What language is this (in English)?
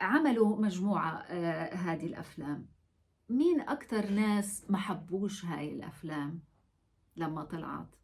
North Levantine Arabic